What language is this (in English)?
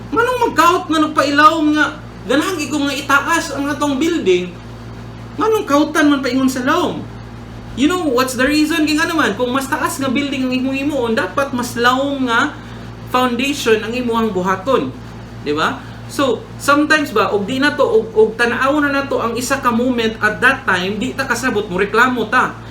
Cebuano